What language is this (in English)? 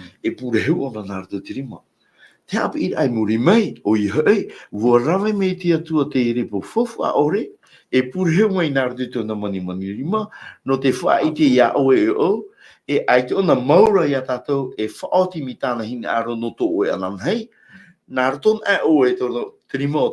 Tahitian